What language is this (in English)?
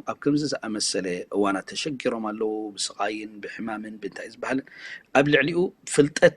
Tigrinya